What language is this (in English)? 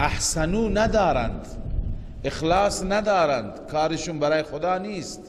Persian